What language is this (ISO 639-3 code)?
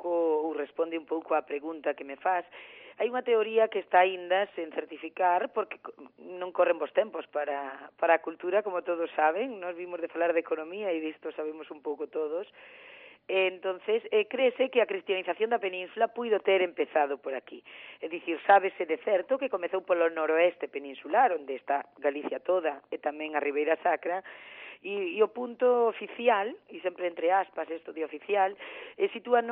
glg